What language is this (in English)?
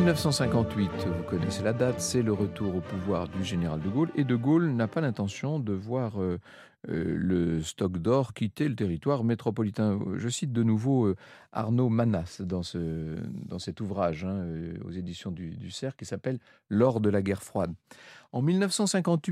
French